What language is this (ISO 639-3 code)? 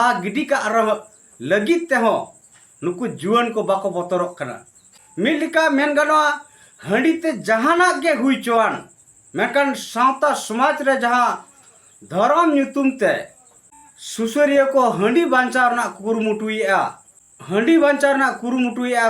sat